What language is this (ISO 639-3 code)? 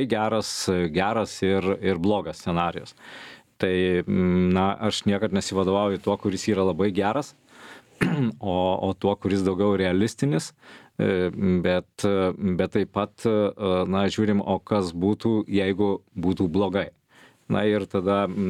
lit